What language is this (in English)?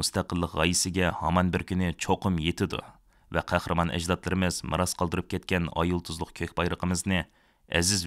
Uyghur